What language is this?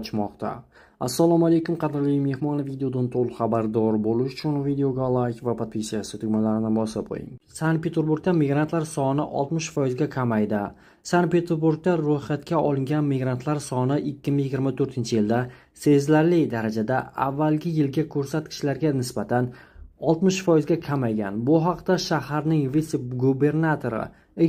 Uzbek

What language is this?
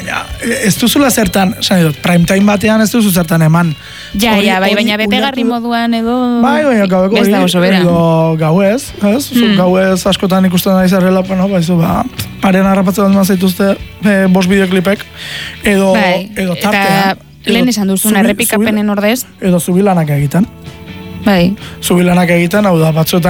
Basque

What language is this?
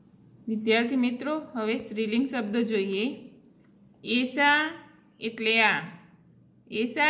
Gujarati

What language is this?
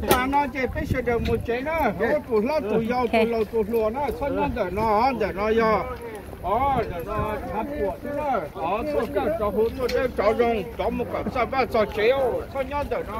Hmong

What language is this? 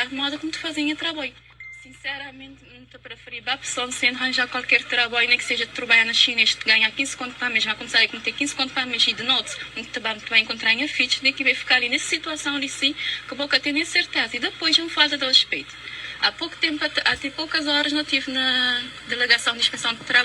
Kabuverdianu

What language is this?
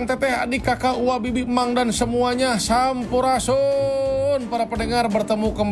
Indonesian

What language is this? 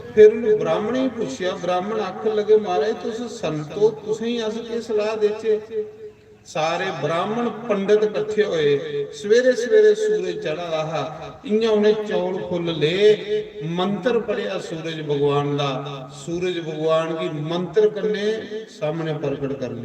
Dogri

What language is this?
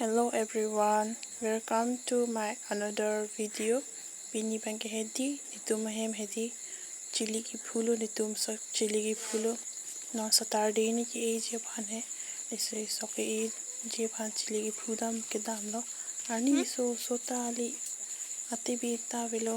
Karbi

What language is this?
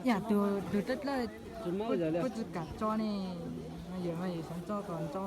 Hmong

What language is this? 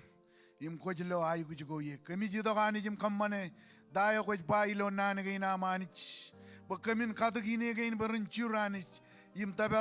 Marshallese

